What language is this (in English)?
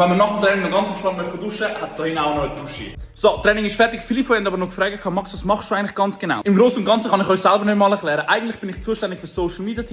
Swiss German